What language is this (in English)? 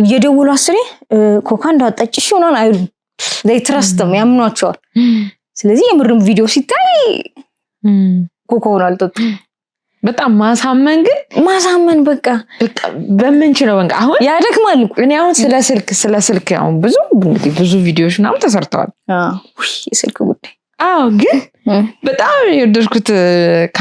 Amharic